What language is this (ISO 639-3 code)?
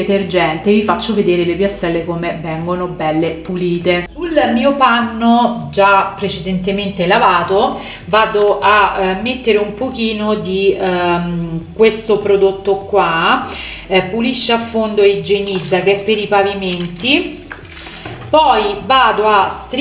ita